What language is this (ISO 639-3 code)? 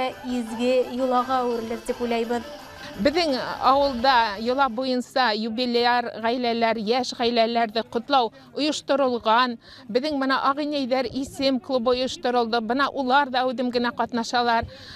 bak